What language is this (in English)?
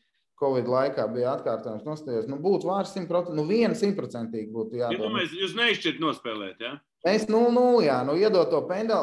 Latvian